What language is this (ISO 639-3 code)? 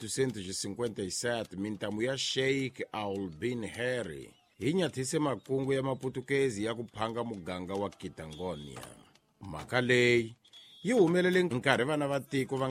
tso